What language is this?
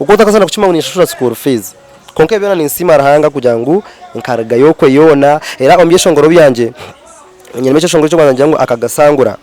Nyankole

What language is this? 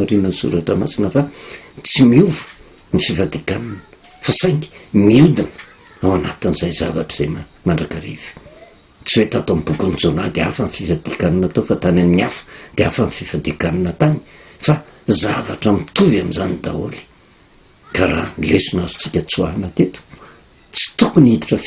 Malagasy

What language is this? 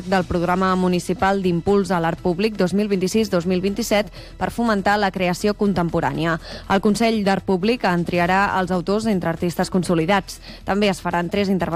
Catalan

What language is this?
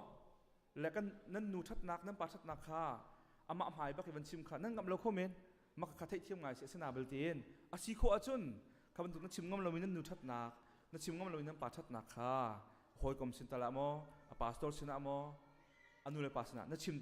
Hakha Chin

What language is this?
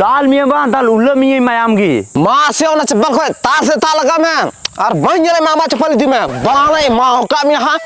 Santali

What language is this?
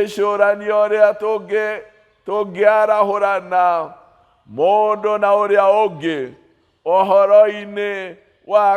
Kikuyu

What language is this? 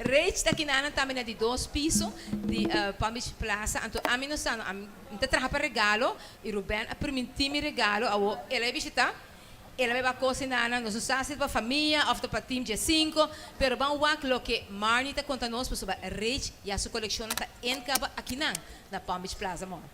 Papiamento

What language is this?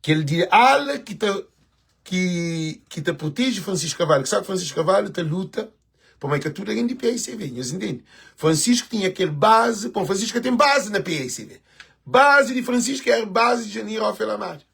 Kabuverdianu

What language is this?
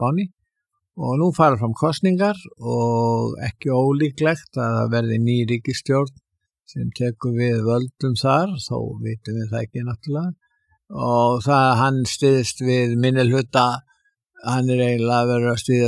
Icelandic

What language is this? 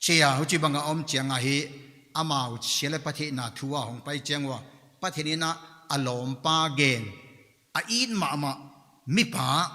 Paite Chin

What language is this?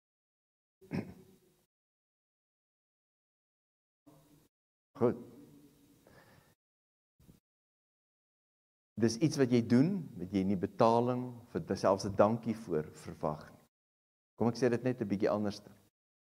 Afrikaans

